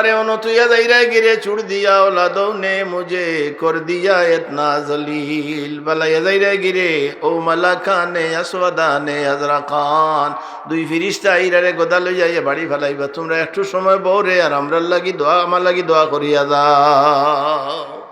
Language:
Sylheti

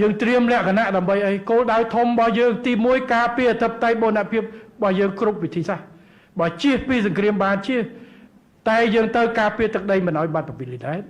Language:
Khmer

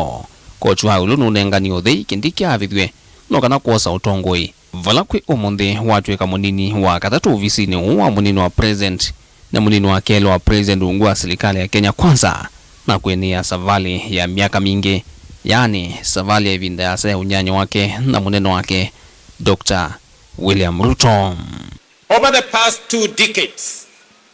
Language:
Kamba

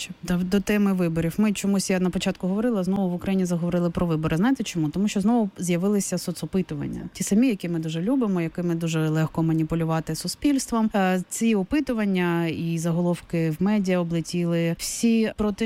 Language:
Ukrainian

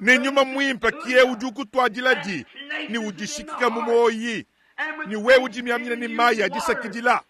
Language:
Luba-Lulua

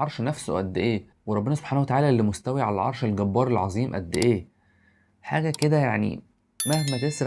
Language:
Egyptian Arabic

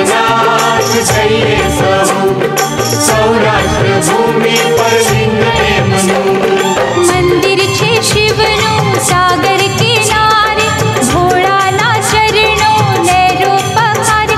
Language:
Gujarati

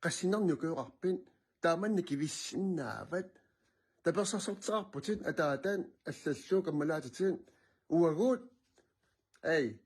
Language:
Kalaallisut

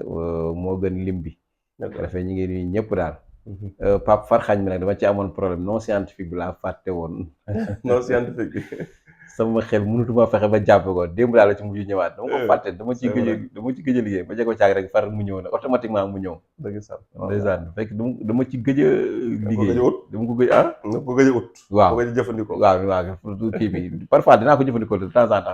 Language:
Wolof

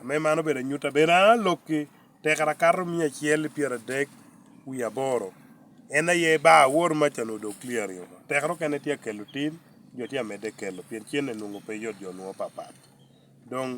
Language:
Lango (Uganda)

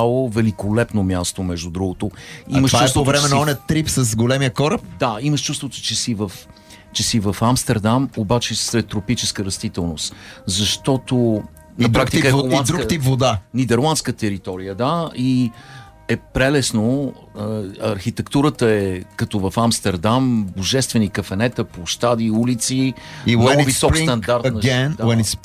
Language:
Bulgarian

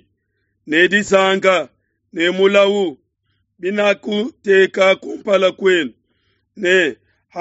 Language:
Luba-Lulua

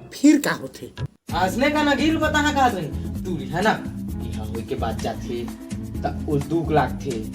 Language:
Chhattisgarhi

